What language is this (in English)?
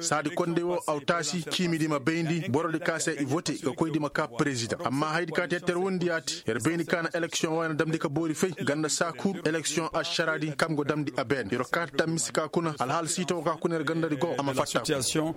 Koyraboro Senni